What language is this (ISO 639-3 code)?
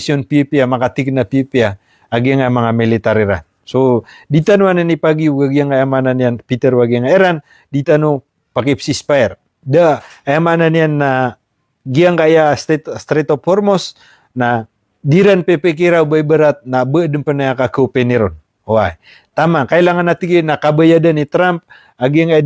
mrw